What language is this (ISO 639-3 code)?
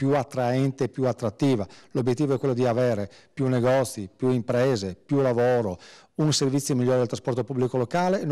ita